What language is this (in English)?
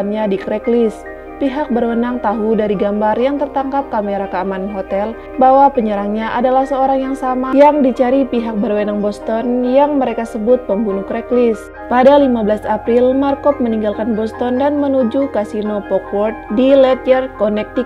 Indonesian